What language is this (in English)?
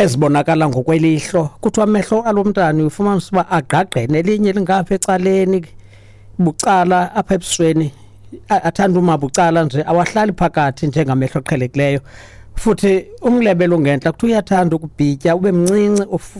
Xhosa